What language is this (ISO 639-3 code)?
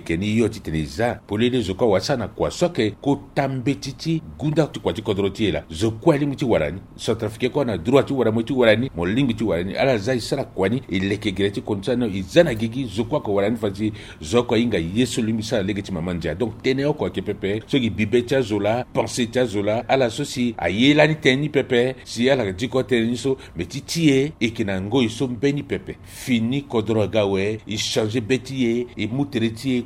sag